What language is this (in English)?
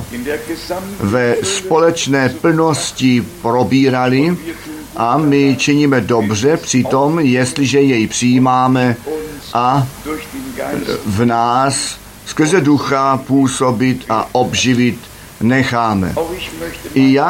Czech